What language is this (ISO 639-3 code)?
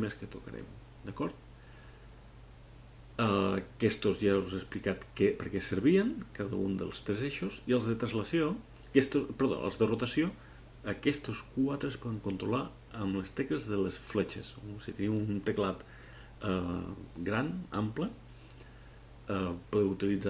cat